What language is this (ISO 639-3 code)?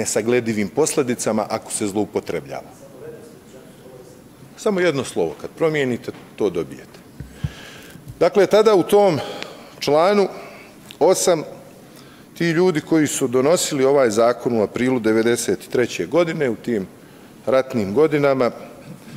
bos